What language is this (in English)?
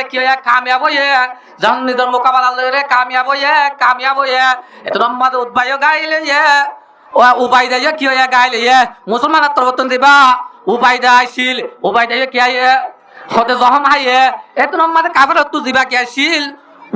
Rohingya